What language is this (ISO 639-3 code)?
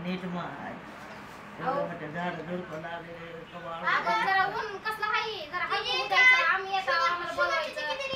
mar